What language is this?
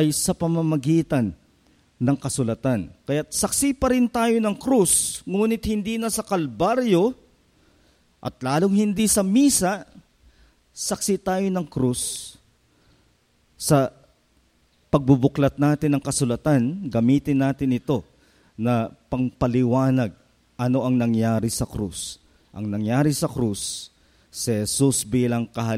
Filipino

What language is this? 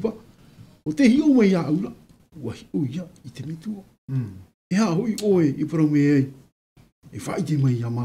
Tahitian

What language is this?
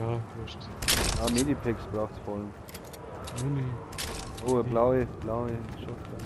Bavarian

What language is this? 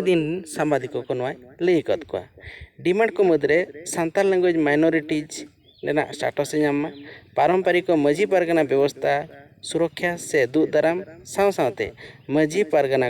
Santali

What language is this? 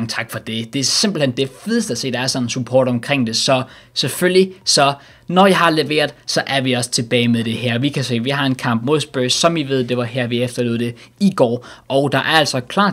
Danish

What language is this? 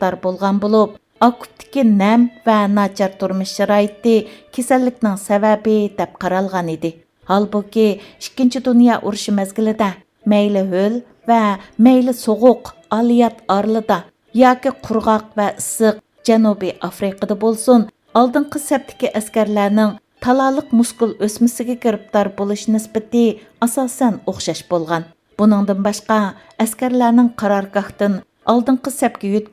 Uyghur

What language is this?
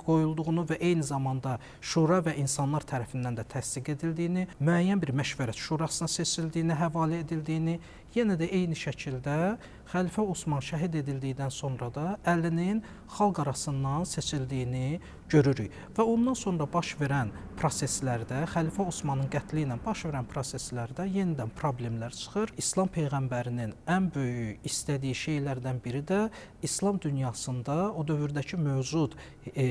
Azerbaijani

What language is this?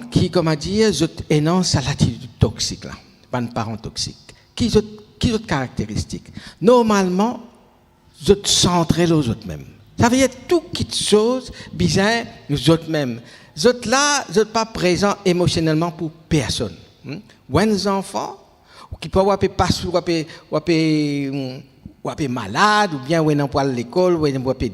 Morisyen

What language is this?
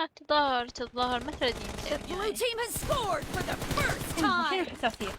Mesopotamian Arabic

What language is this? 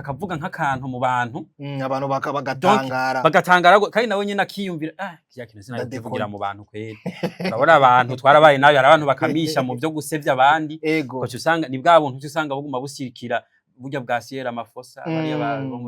Rundi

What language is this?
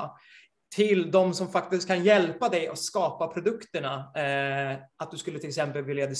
Swedish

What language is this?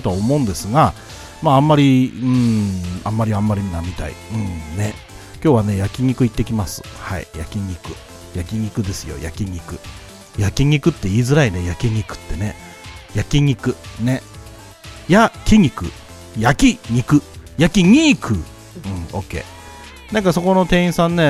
Japanese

